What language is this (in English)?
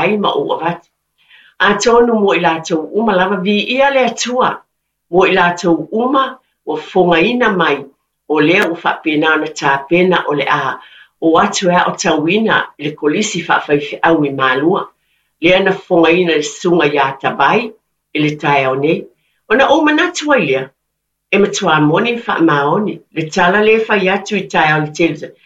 Samoan